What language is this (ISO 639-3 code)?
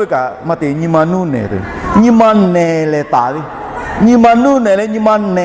lhu